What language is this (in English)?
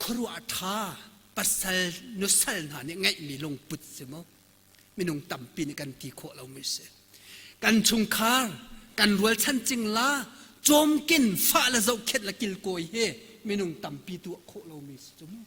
Hakha Chin